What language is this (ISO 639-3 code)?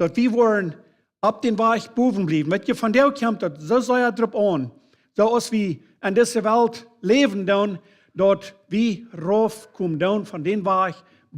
pdt